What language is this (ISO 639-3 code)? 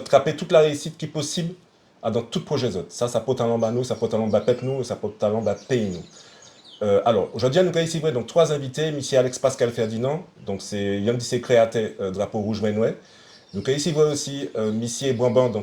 gcf